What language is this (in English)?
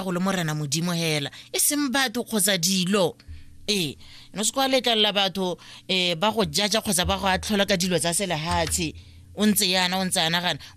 Tswana